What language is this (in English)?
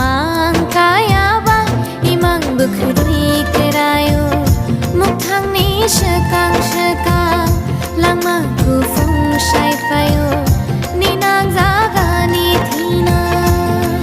Kok Borok